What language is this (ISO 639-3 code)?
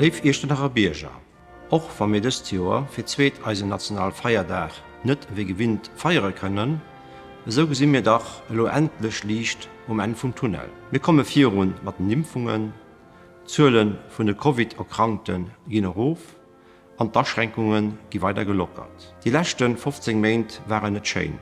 ltz